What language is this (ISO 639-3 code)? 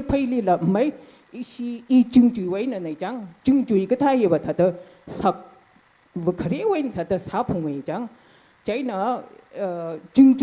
nmf